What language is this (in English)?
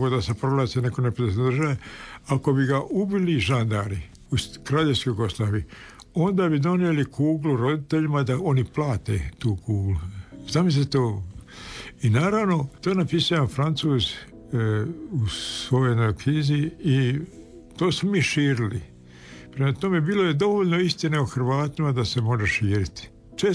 Croatian